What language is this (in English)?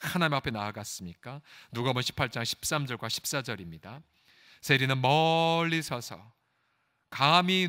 Korean